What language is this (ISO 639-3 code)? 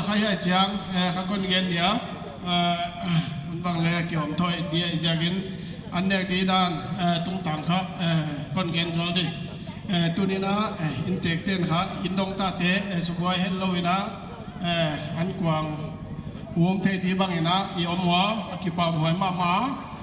pck